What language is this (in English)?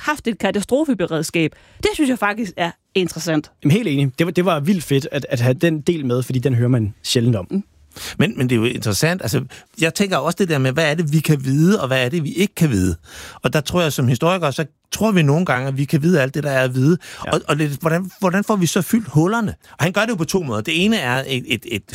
Danish